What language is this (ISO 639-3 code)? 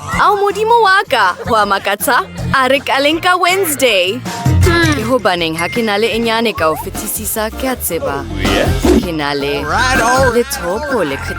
sot